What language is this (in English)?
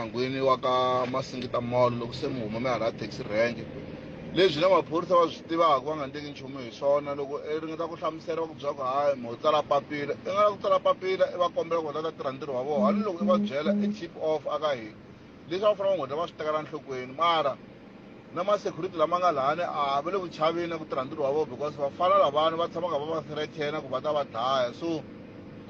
Tsonga